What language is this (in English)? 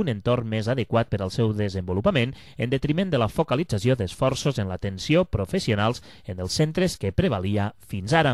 Catalan